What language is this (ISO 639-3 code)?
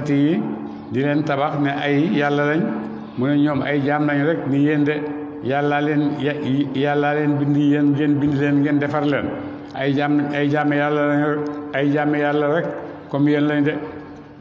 wol